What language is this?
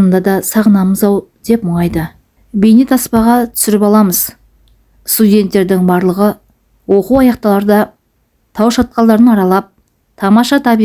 Kazakh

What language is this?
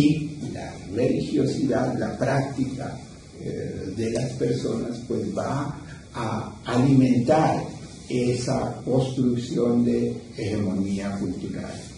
Spanish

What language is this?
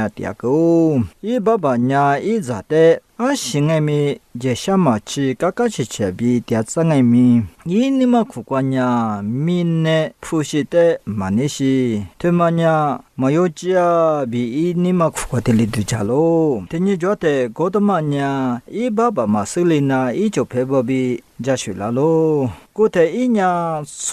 Lisu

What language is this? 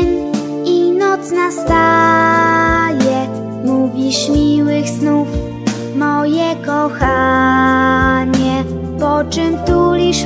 Polish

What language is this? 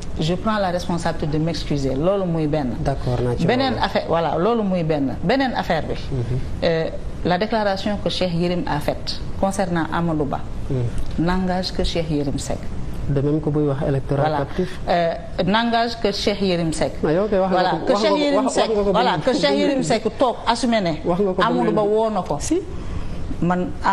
Wolof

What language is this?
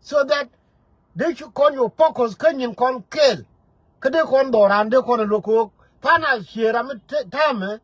Nuer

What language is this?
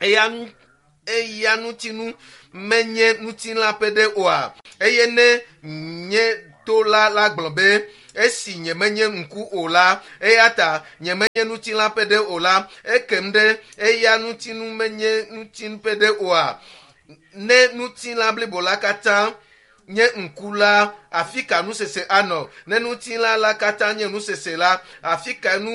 Ewe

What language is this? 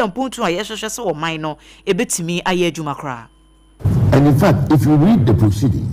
Akan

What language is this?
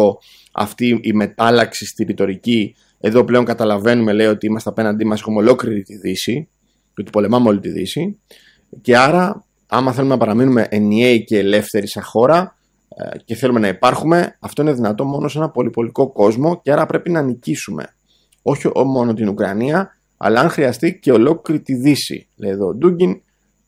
Greek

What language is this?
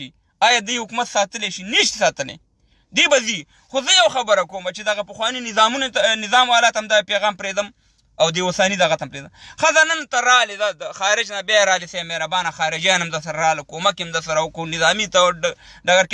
Pashto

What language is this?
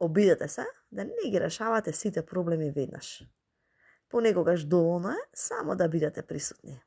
Macedonian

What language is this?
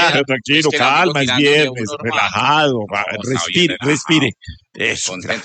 Spanish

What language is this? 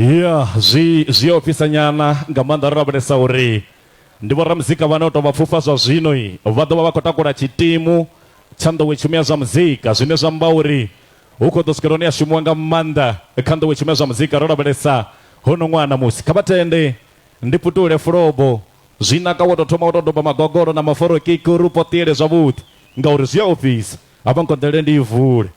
Venda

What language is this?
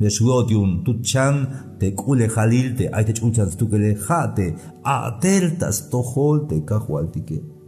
Tzeltal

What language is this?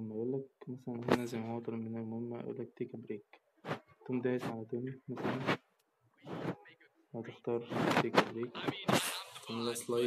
Egyptian Arabic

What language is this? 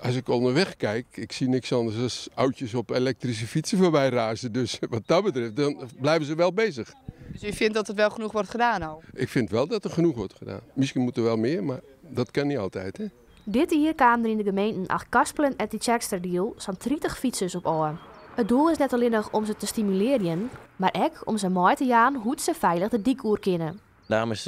Western Frisian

